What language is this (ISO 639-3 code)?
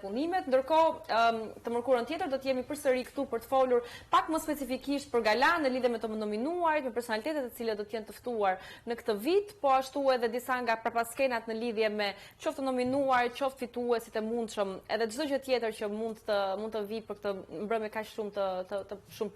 sqi